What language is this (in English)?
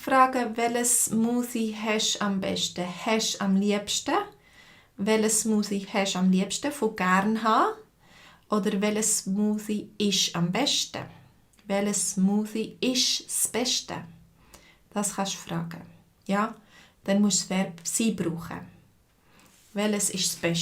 Swiss German